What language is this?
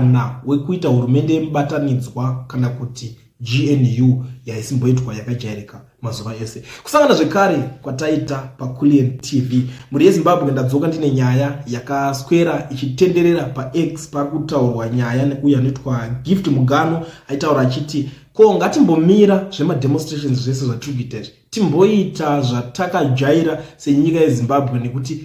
Shona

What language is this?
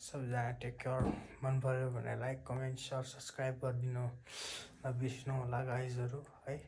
Nepali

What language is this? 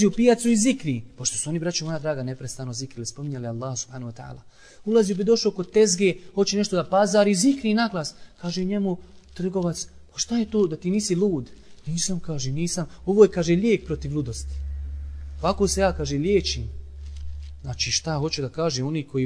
Bosnian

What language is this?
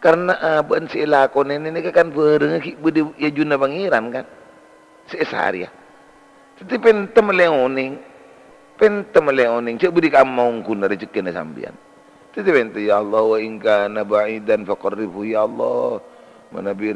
Madurese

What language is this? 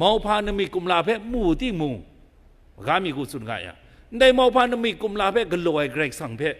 Kachin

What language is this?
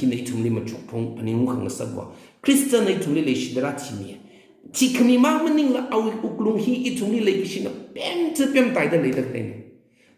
Tangkhul Naga (India)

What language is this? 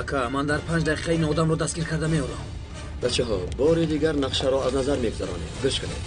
Tajik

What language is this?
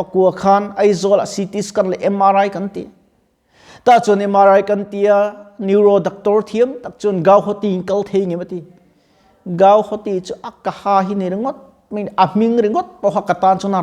Mizo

